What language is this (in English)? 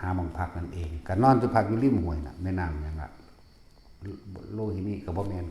Lao